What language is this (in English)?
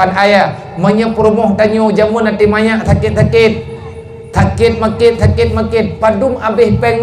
Achinese